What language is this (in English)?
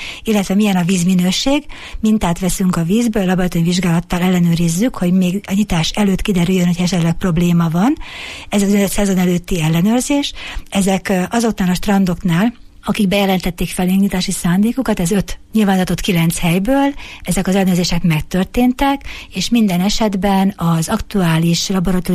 Hungarian